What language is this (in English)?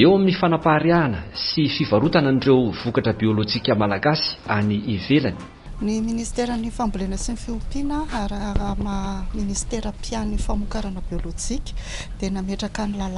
Malagasy